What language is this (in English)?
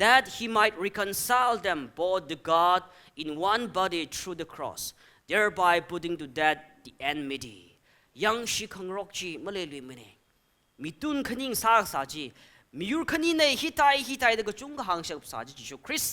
Tangkhul Naga (India)